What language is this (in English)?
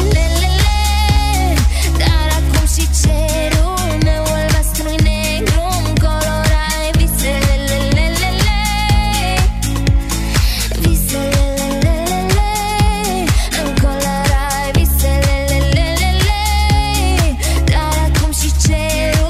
Romanian